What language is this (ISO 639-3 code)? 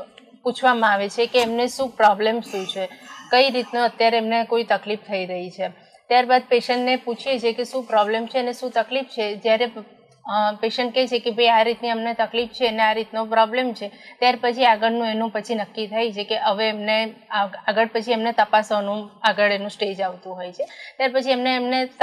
guj